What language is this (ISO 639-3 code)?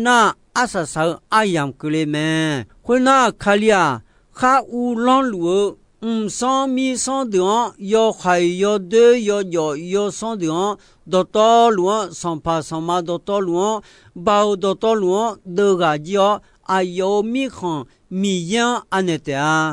ahk